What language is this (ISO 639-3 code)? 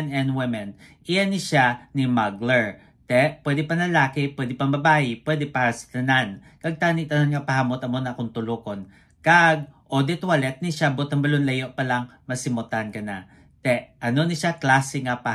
hil